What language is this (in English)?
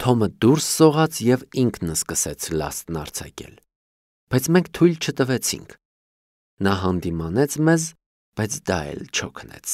Armenian